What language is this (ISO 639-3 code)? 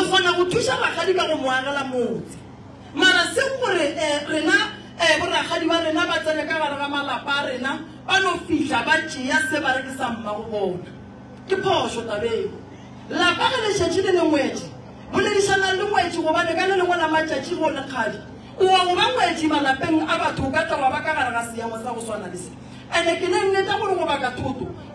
nso